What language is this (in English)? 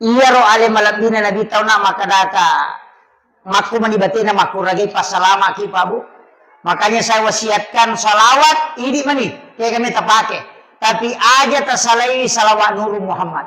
Buginese